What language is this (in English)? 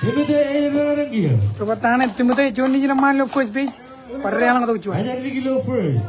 Marshallese